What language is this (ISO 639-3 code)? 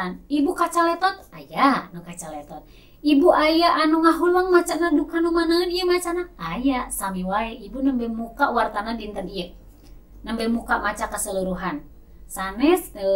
sun